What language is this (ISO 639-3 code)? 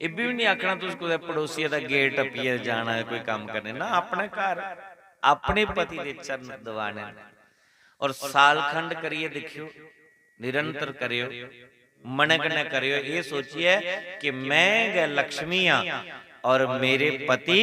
doi